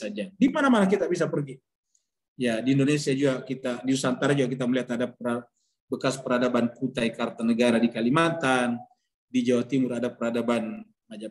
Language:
Indonesian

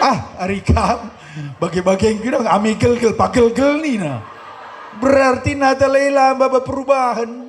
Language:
Batak Karo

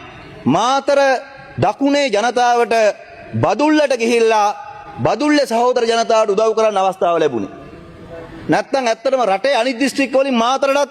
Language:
Sinhala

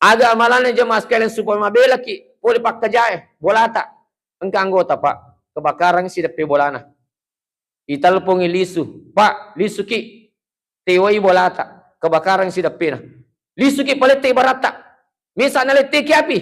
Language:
Buginese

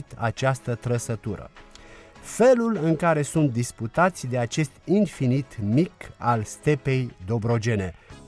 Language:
Romanian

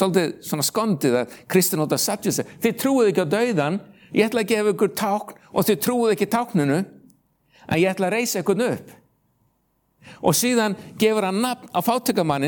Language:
Icelandic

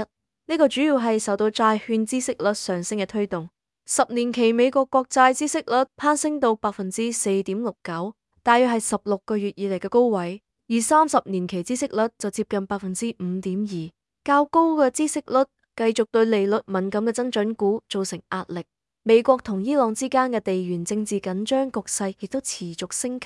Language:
Cantonese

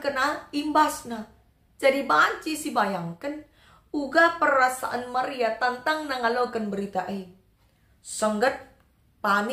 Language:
Batak Karo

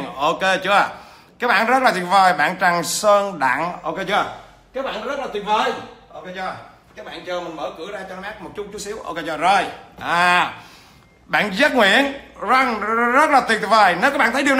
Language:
Vietnamese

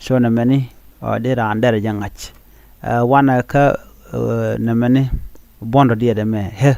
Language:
Nuer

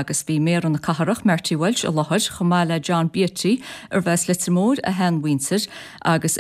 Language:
Irish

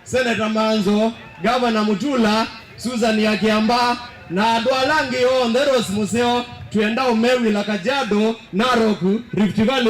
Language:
Kamba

